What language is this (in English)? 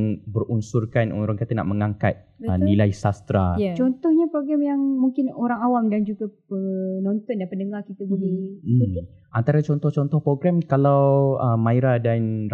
Malay